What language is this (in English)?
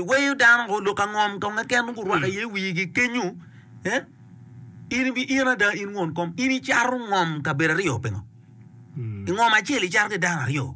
Acoli